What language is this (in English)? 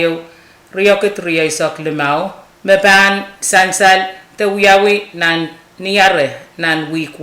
Pohnpeian